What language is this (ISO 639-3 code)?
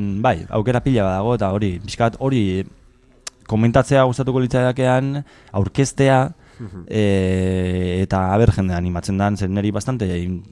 eus